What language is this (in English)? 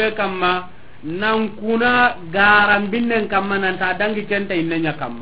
Soninke